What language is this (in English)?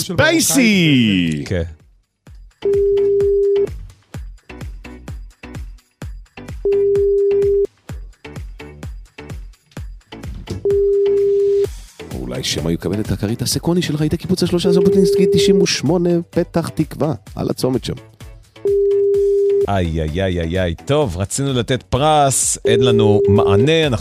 Hebrew